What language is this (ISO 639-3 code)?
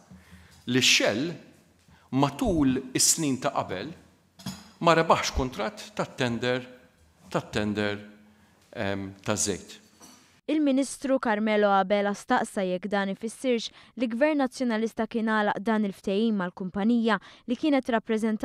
mlt